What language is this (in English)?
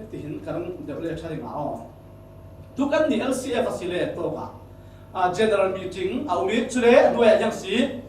Falam Chin